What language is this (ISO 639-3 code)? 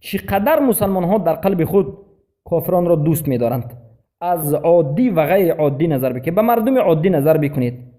fas